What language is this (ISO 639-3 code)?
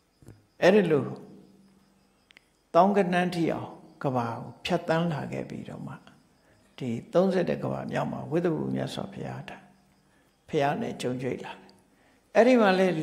mya